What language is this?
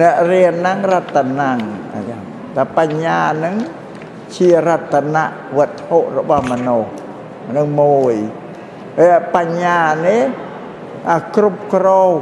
Khmer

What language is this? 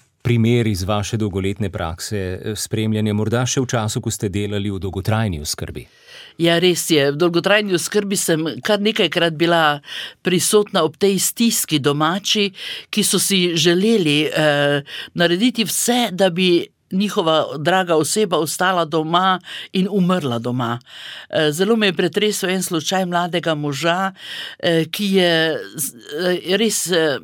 Slovenian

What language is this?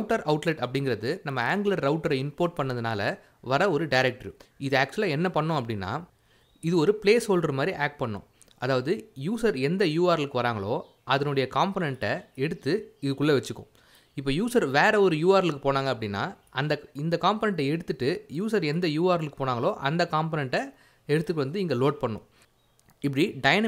Tamil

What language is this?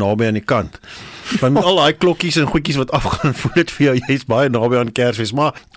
Afrikaans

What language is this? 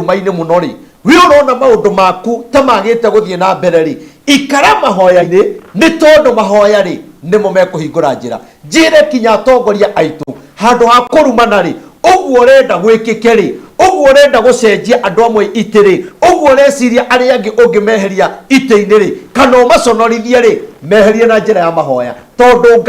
Kikuyu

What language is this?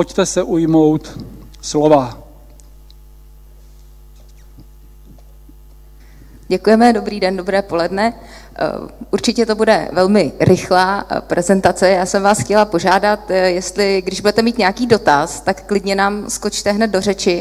Czech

